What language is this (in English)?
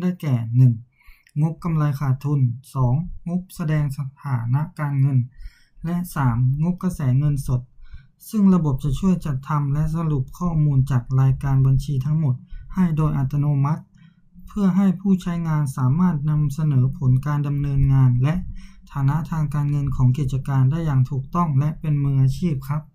Lao